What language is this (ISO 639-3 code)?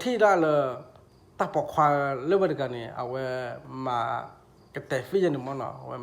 ksw